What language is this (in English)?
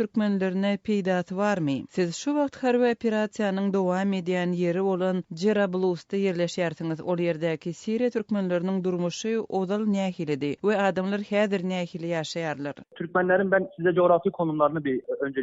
Turkmen